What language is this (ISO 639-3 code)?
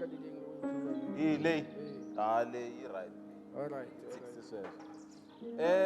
tso